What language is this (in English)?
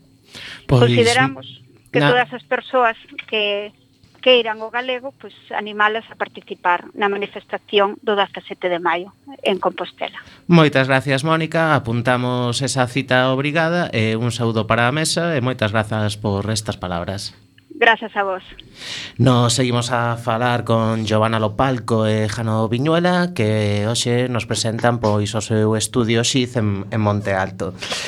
Galician